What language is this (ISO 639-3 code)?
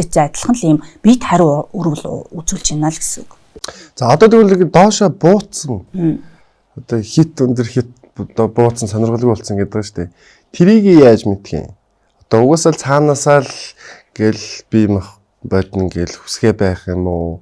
mon